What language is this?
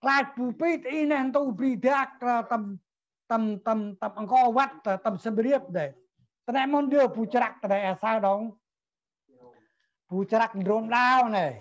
Central Mnong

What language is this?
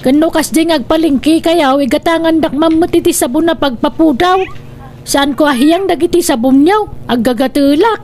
Iloko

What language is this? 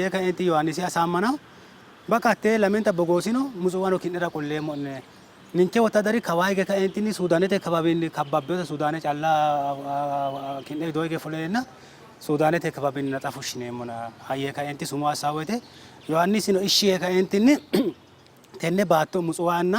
Sidamo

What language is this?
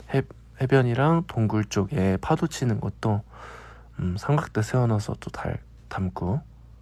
Korean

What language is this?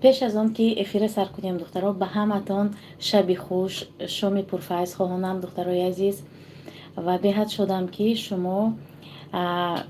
Tajik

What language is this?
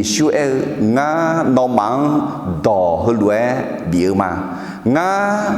Akha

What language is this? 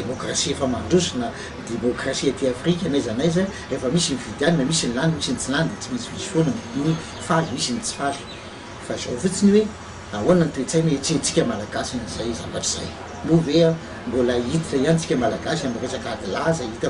Malagasy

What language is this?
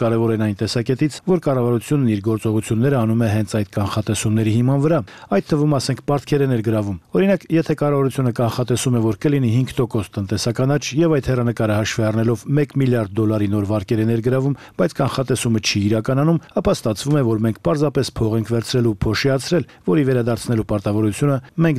Armenian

